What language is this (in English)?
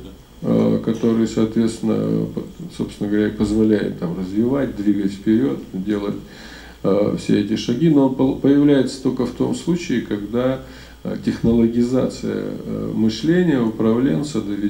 Russian